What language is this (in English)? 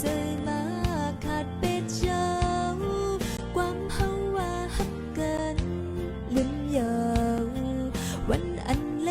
Shan